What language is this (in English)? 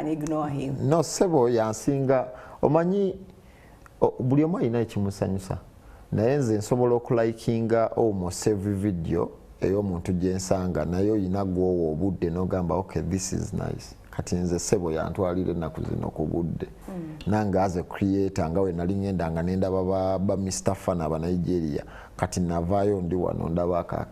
Ganda